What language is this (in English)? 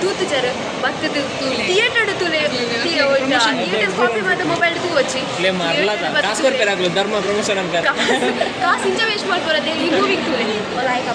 Tulu